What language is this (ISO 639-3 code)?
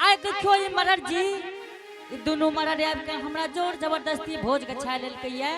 anp